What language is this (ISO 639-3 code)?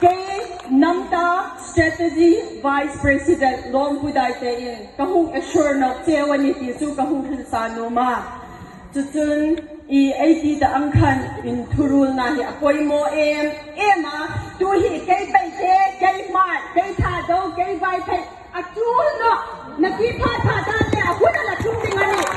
hmr